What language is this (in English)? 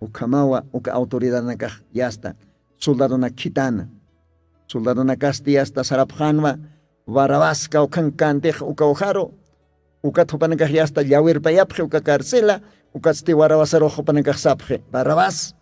Aymara